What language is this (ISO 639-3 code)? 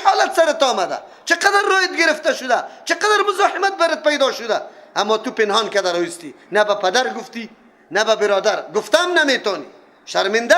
fas